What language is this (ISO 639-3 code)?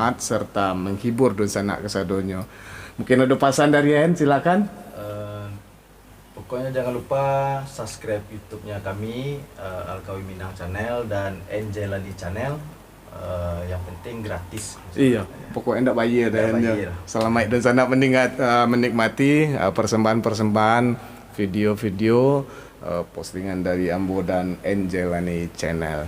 min